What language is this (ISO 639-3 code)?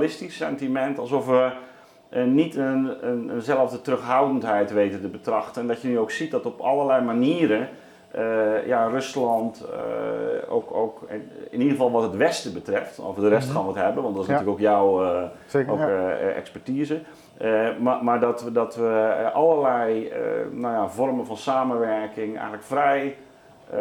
nld